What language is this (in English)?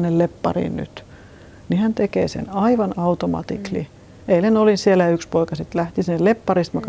Finnish